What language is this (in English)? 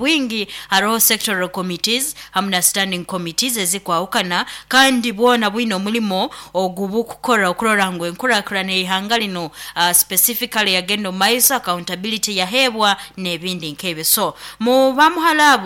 Nyoro